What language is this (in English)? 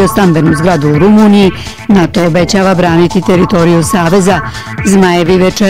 Bosnian